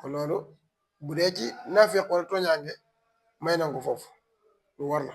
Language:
Wolof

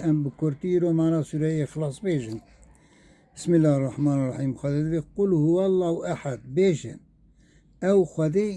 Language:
Kurdish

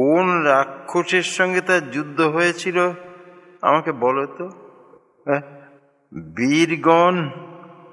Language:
Bangla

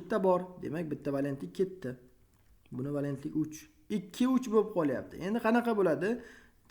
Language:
Uzbek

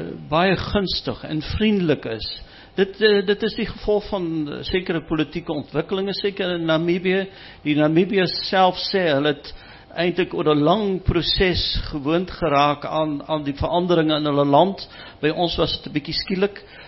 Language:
Afrikaans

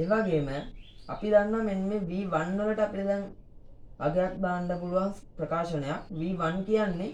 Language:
Sinhala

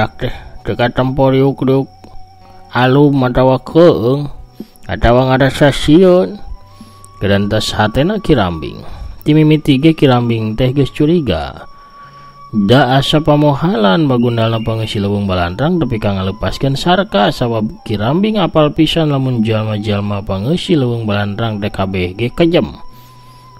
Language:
Sundanese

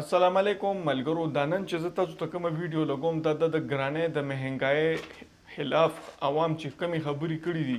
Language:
Pashto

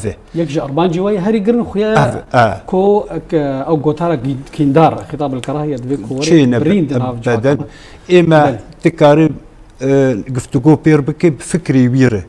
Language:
Kurdish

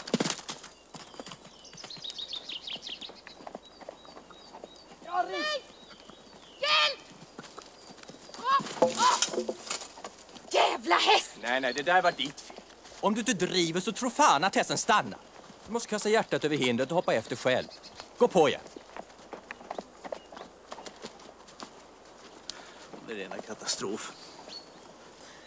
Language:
Swedish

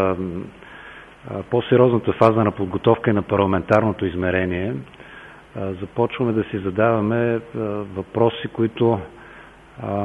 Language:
Bulgarian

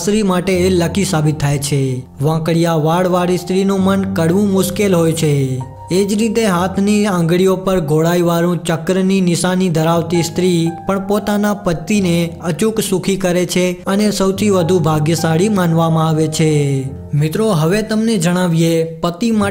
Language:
Gujarati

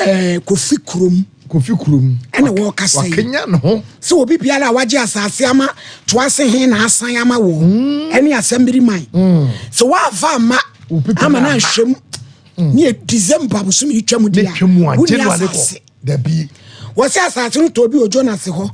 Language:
Akan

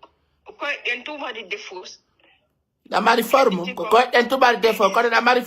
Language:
Pular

